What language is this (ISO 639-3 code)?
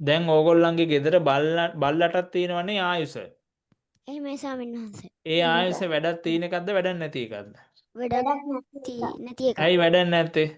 sin